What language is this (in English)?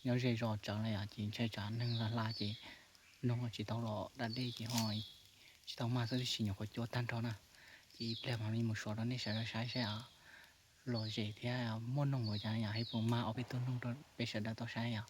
Hmong